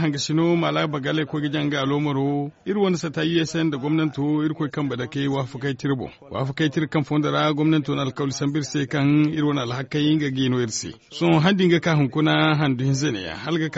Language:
Zarma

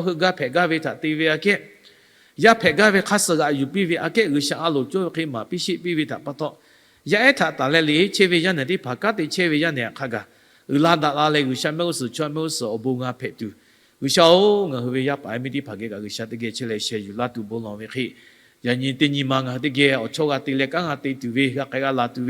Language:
Lahu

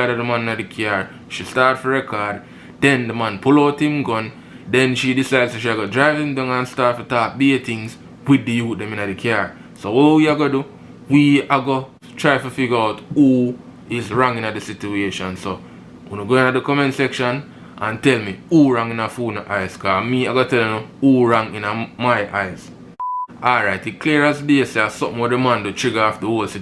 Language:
Jamaican Creole English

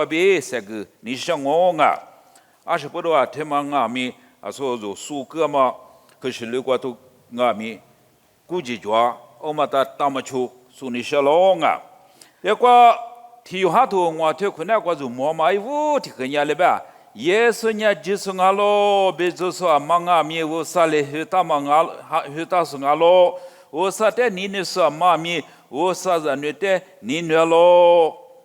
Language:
Lisu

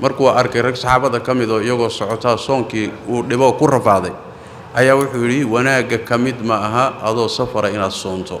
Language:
Somali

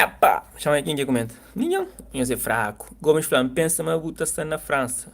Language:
Kabuverdianu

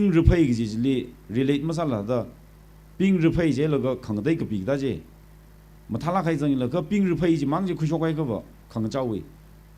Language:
Tangkhul Naga (India)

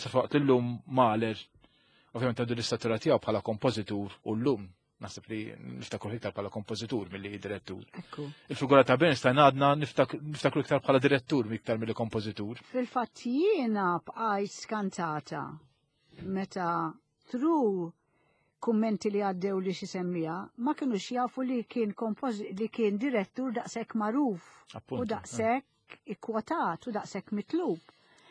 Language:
Maltese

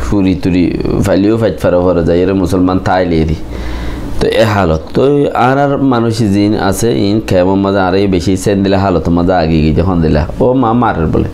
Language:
Rohingya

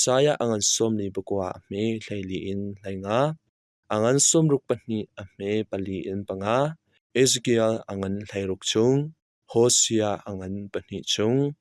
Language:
Hakha Chin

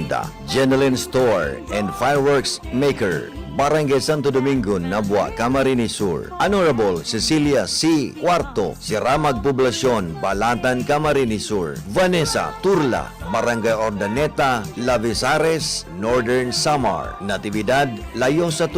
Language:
Bikol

